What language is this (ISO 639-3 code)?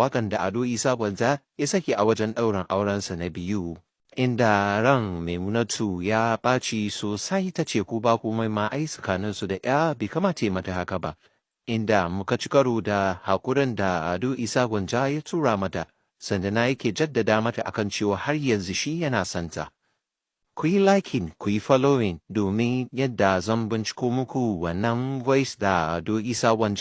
hau